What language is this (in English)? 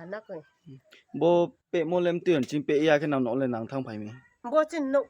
Riang (India)